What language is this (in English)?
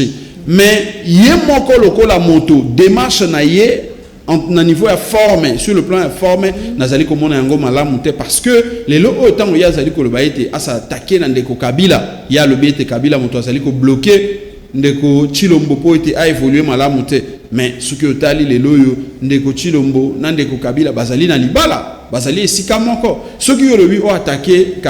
Lingala